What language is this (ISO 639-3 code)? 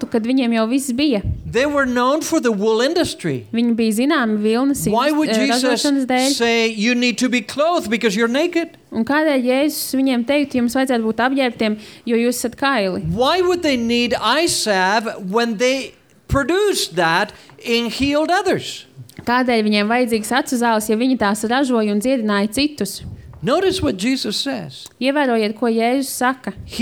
lav